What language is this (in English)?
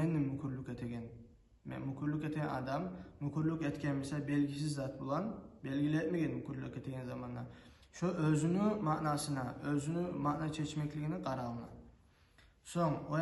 Kumyk